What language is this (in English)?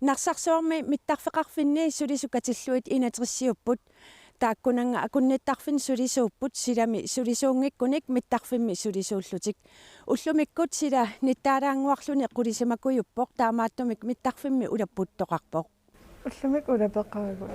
Kalaallisut